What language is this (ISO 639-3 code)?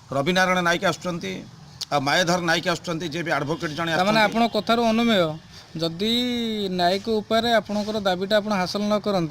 ori